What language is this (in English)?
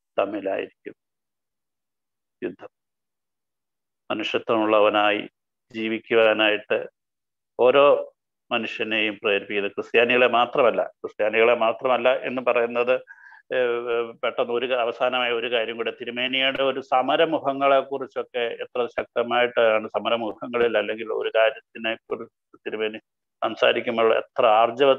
Malayalam